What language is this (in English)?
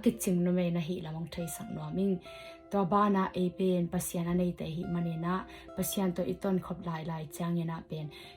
Tedim Chin